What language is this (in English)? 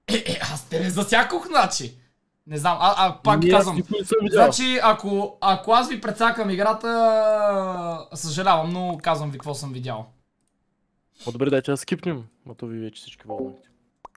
Bulgarian